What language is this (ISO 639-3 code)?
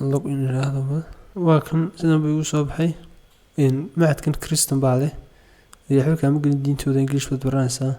som